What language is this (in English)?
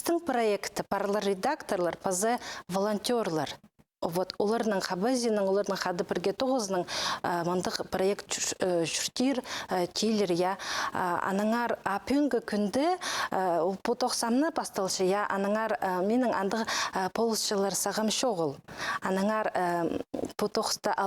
Khakas